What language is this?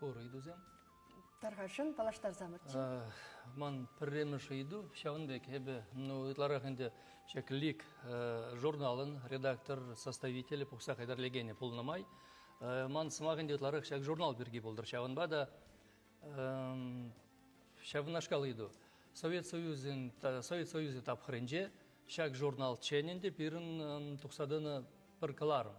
Chuvash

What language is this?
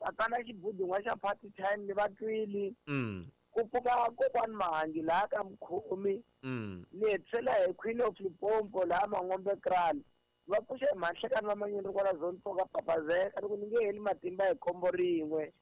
Tsonga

